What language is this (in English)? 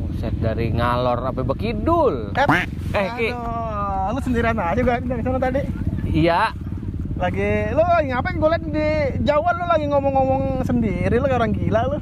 Betawi